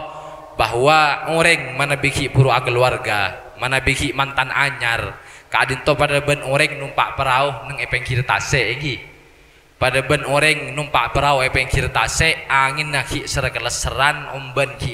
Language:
Madurese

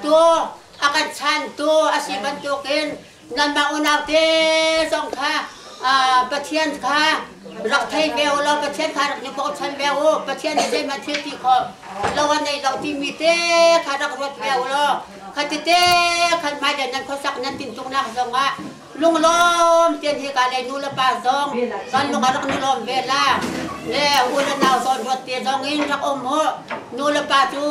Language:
Hakha Chin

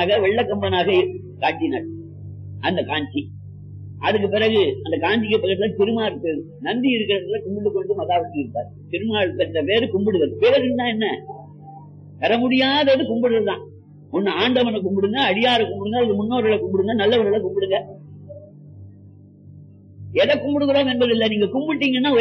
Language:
Tamil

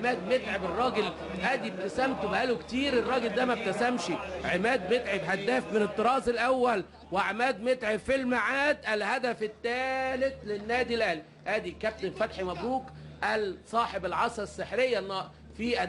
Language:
Egyptian Arabic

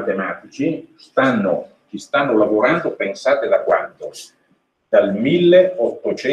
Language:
Italian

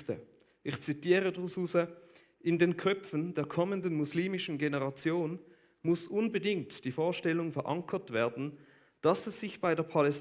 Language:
Swiss German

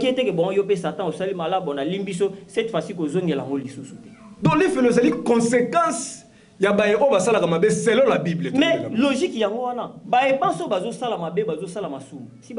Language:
Lingala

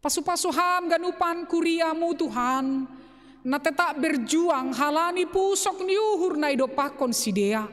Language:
Batak Simalungun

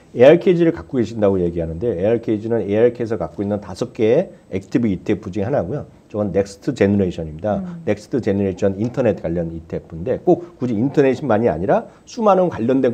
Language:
Korean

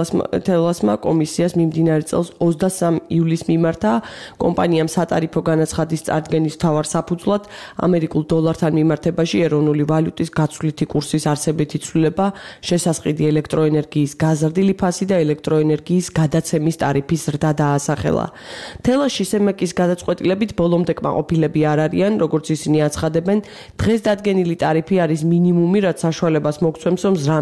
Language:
Georgian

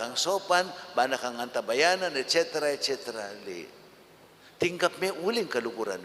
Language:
Pampanga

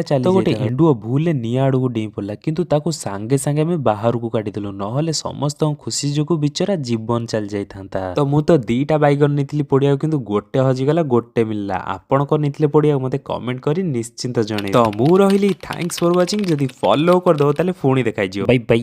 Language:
Odia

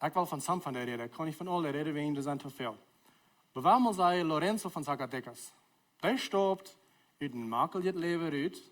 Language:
Plautdietsch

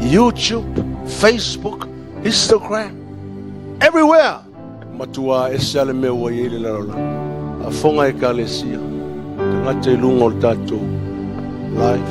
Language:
Samoan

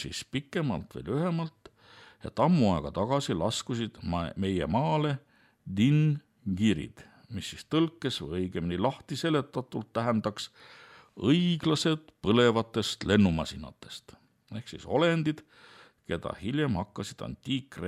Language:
Estonian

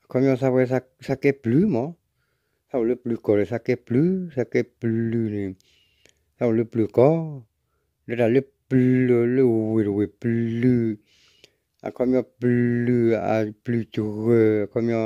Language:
S'gaw Karen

